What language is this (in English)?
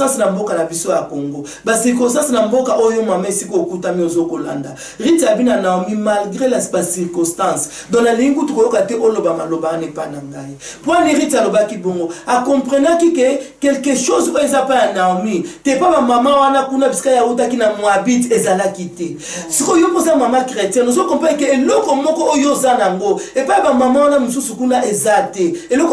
Lingala